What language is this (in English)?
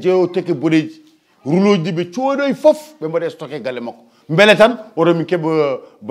Fula